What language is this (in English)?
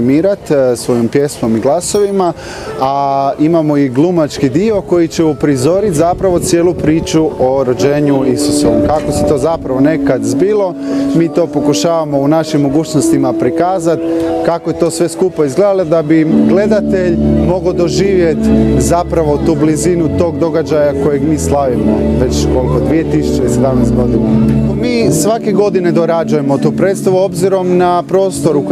Croatian